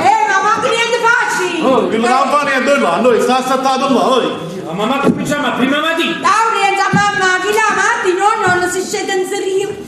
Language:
Neapolitan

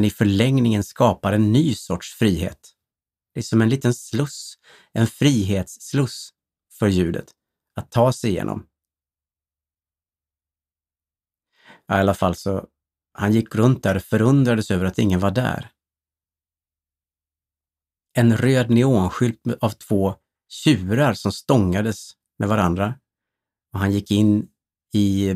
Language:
Swedish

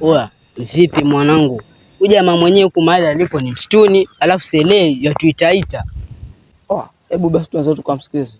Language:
Swahili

